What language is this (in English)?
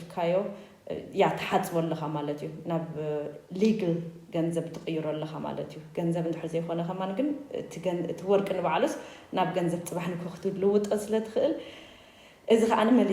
Tigrinya